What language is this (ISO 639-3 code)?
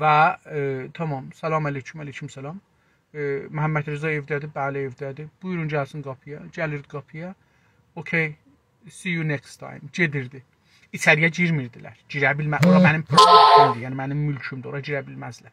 azb